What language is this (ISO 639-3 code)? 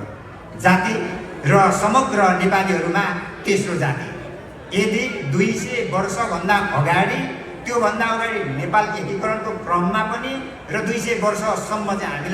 nep